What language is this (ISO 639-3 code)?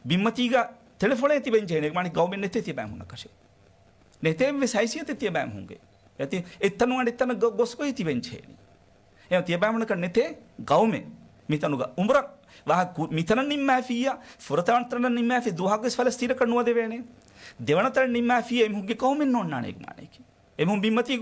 div